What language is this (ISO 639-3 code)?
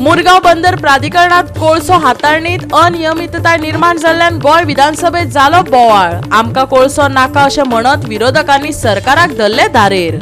kok